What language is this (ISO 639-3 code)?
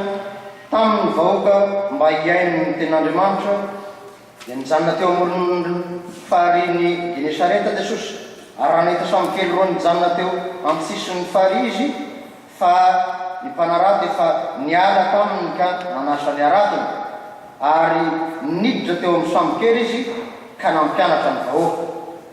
mlg